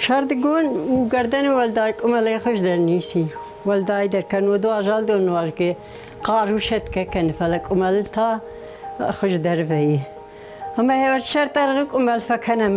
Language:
Ossetic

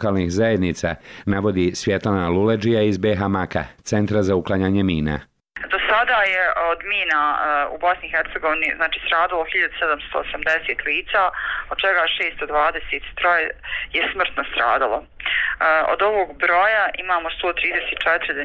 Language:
Bosnian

